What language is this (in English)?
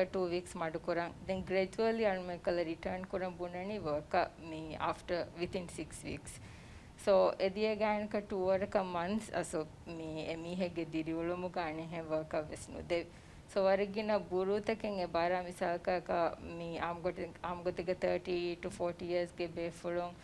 Divehi